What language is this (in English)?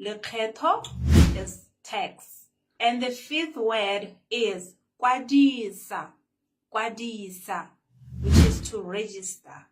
Tswana